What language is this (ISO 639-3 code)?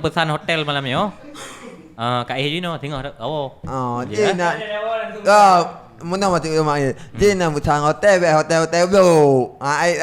ace